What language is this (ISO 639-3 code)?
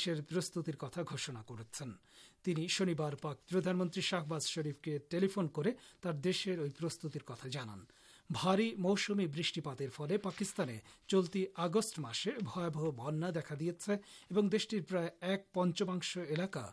ben